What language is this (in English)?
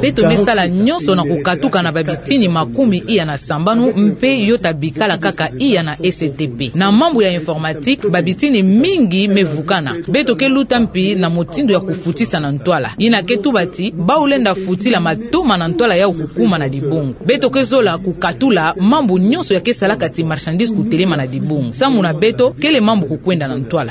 Kituba (Democratic Republic of Congo)